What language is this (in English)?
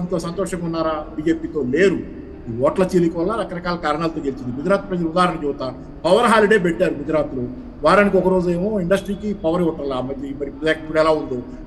Telugu